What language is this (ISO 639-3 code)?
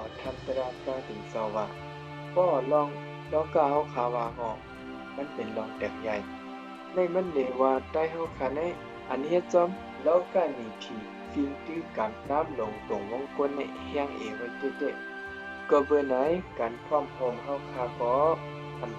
shn